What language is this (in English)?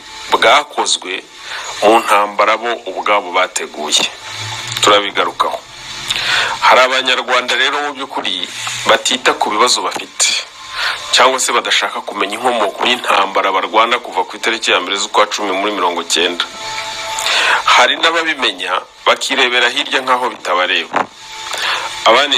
Kinyarwanda